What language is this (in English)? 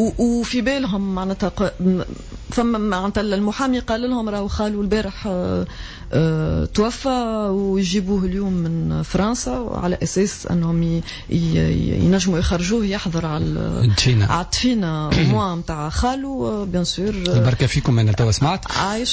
Tunisian Arabic